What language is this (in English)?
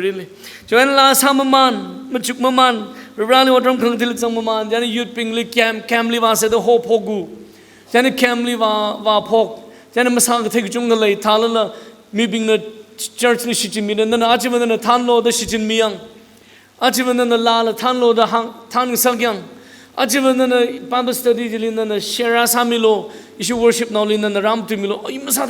Tangkhul Naga (India)